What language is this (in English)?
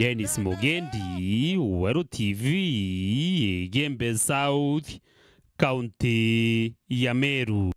Meru